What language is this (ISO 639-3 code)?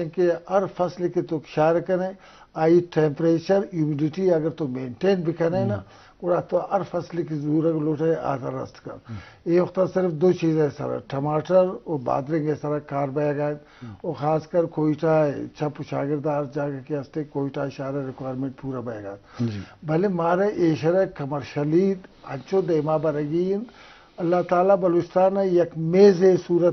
bgp